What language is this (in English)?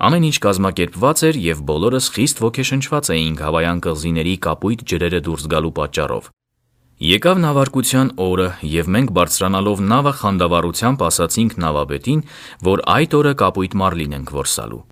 Armenian